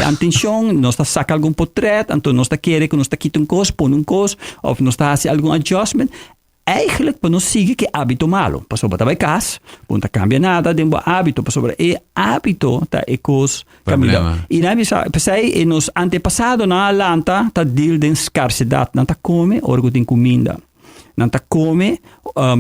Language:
Papiamento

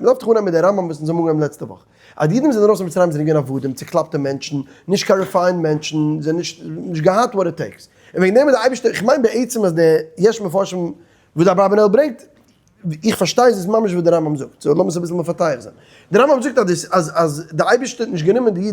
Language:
Yiddish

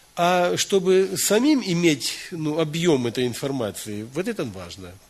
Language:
Russian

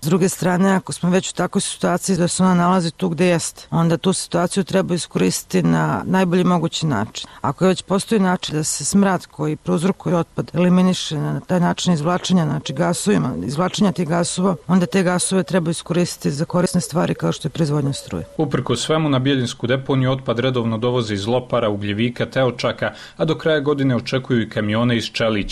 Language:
Croatian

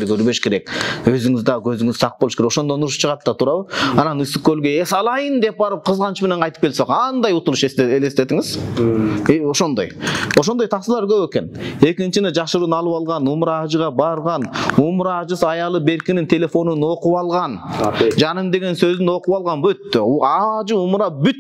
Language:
Kyrgyz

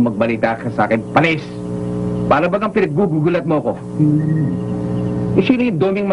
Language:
Filipino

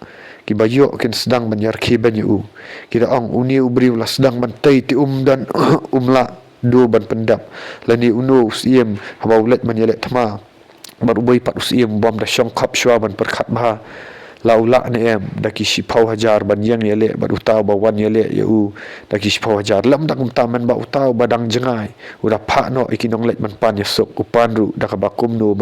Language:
Khasi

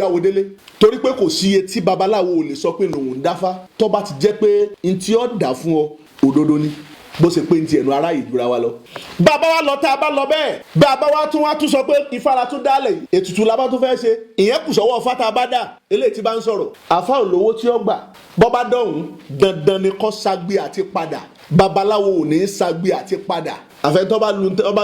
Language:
Yoruba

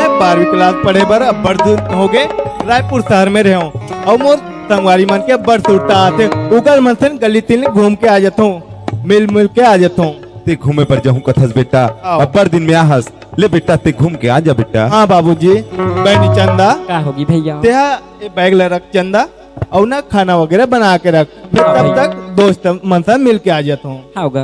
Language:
Chhattisgarhi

